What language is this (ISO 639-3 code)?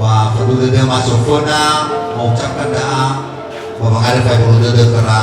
nia